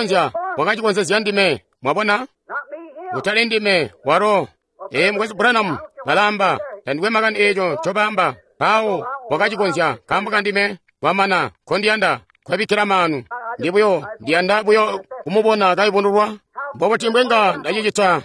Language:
Tonga (Zambia)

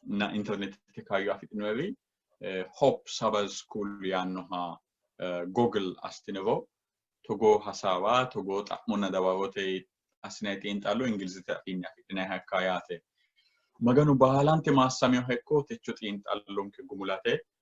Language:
Sidamo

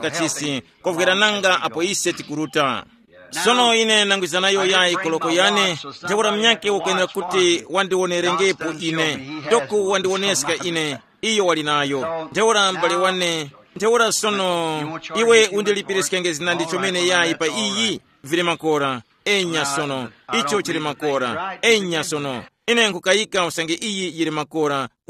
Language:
Tumbuka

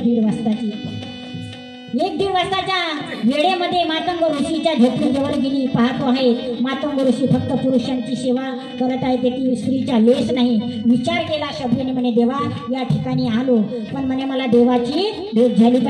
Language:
Marathi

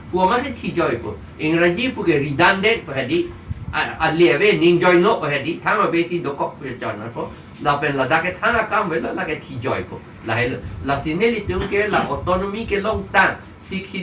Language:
Karbi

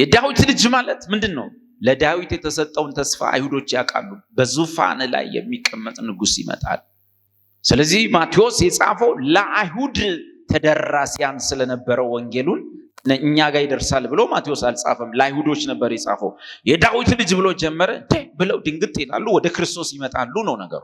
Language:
Amharic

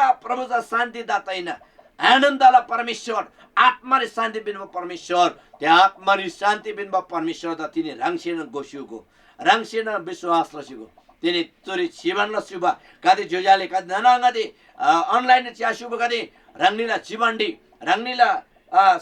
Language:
Eastern Tamang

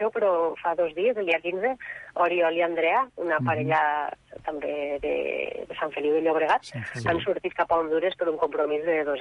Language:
Catalan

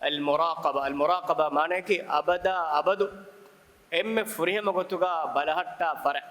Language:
Divehi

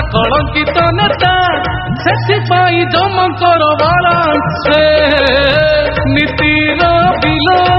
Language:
Odia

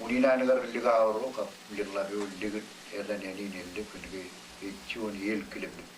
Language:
Marshallese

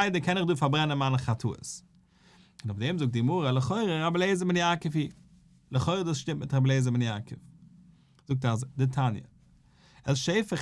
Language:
Yiddish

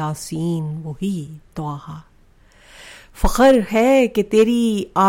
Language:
Urdu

